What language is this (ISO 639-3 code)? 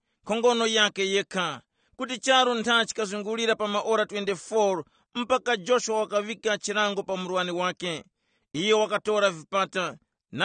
tum